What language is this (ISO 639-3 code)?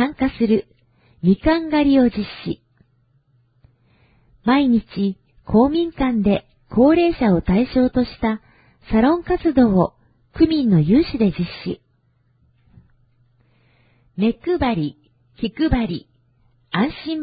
jpn